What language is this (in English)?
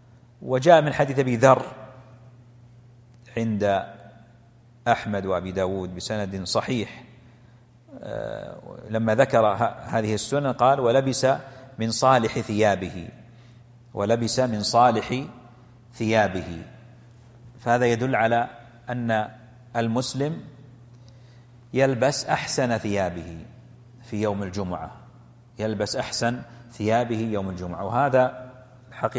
Arabic